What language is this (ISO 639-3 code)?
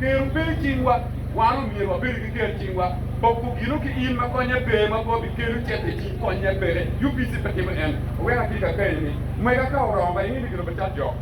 ach